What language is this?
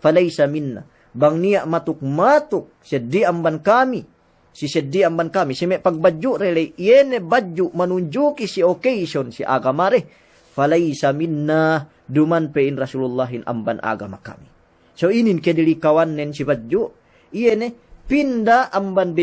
Yakan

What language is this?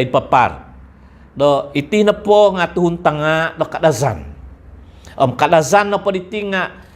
Central Dusun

